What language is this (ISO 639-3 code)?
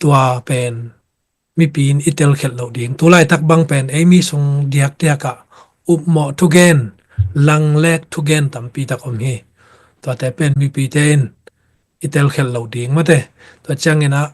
ctd